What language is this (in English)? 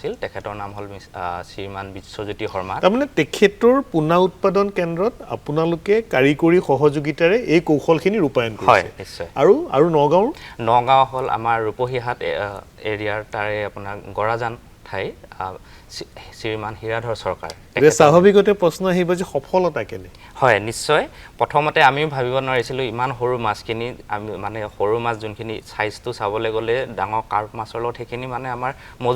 Assamese